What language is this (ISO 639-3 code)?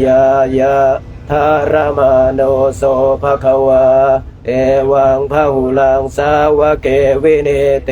pli